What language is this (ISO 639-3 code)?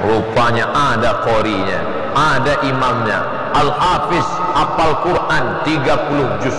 bjn